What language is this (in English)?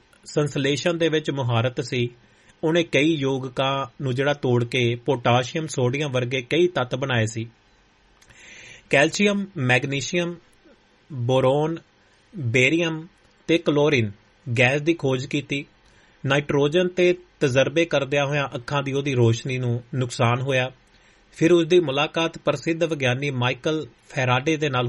Punjabi